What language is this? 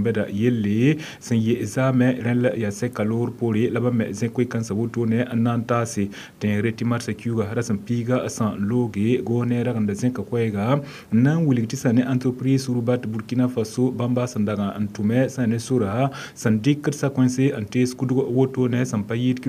Mossi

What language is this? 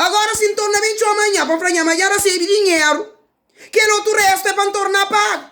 Kabuverdianu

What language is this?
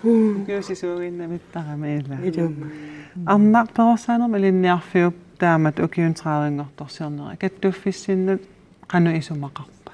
Kalaallisut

